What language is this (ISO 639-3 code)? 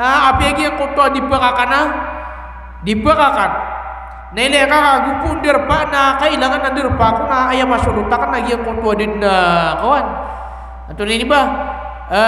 mrw